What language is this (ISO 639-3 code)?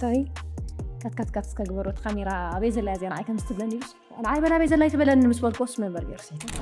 tir